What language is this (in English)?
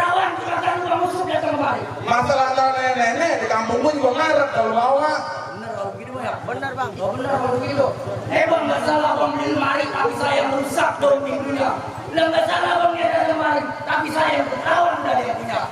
Betawi